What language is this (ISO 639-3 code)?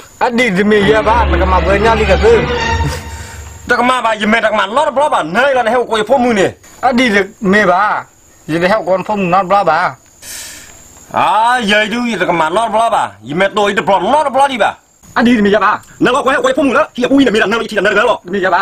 ksw